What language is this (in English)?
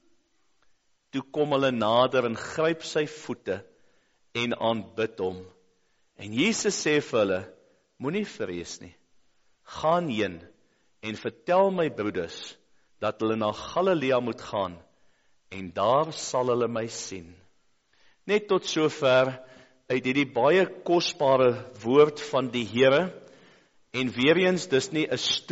Afrikaans